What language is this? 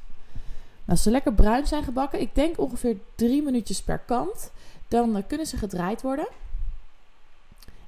Dutch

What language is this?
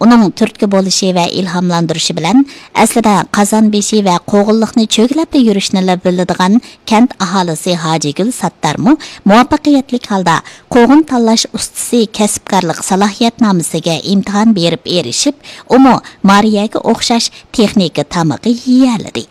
Uyghur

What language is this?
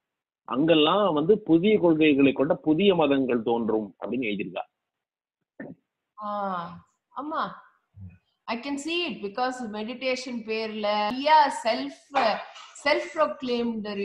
Tamil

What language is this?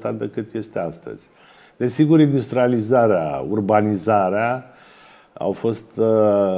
Romanian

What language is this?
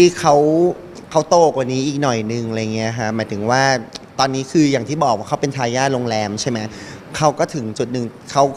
Thai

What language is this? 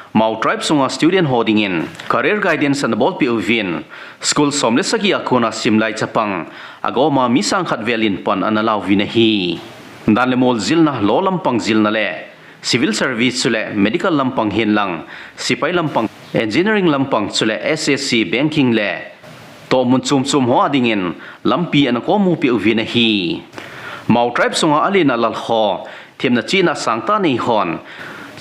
Thado Chin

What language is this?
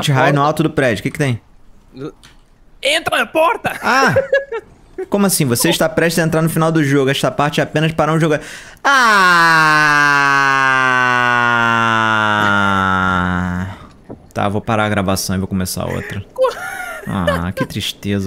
Portuguese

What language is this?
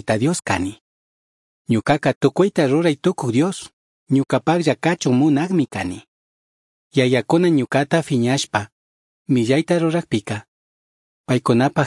Chimborazo Highland Quichua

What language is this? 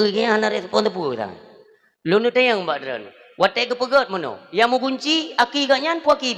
Achinese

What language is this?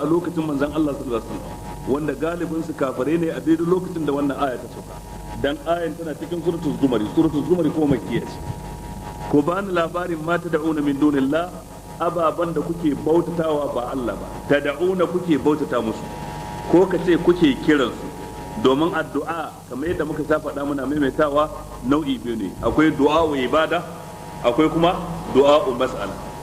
Hausa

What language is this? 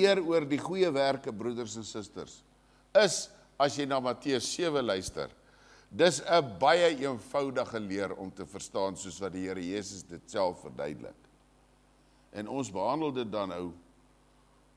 Afrikaans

